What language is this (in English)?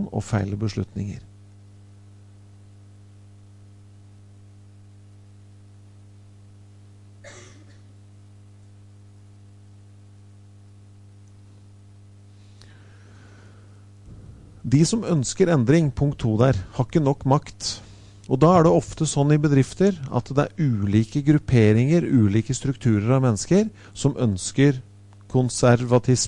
Norwegian